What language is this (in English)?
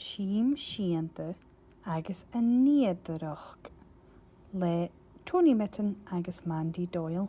Scottish Gaelic